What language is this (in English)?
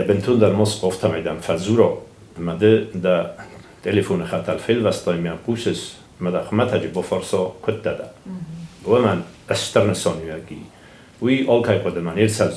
Ossetic